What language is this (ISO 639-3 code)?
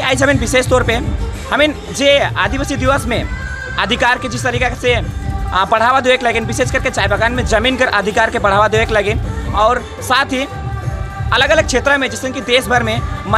sck